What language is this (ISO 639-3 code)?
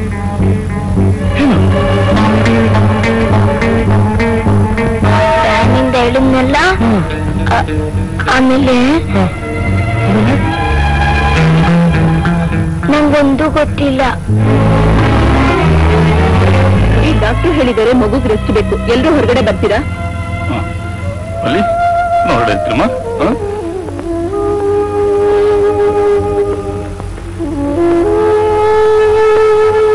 kan